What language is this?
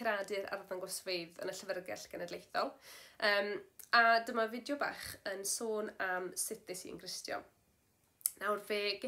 Welsh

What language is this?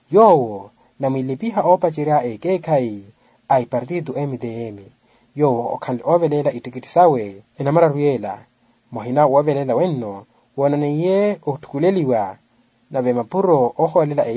Makhuwa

